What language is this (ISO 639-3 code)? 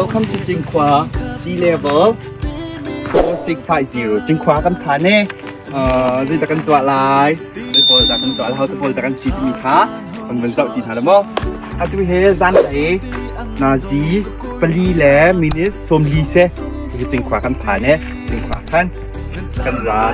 cnh